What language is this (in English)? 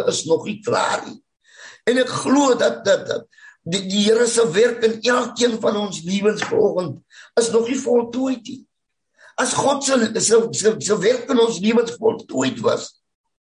Afrikaans